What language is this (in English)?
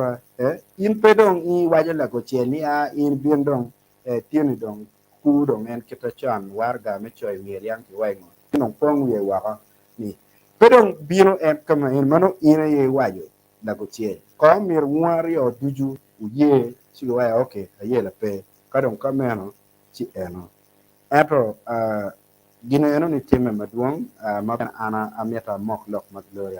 Acoli